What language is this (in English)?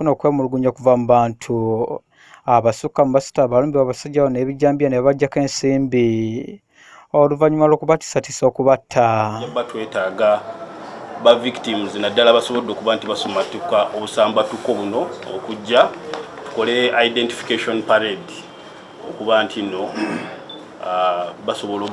Ganda